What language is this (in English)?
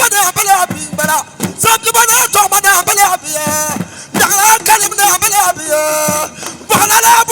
Dagbani